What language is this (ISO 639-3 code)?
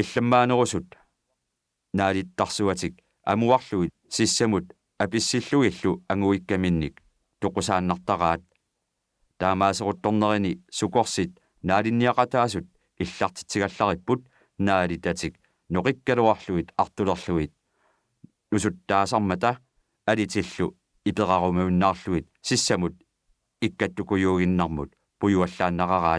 kal